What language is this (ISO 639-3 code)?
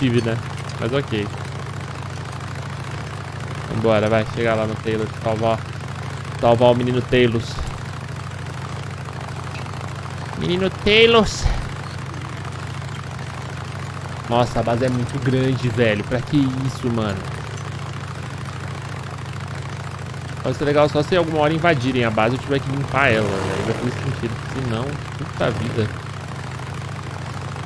por